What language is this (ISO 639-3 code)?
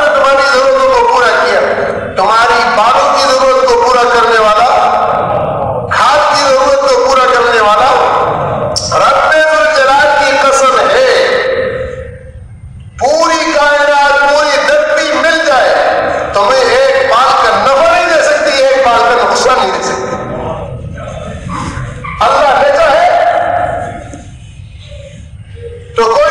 urd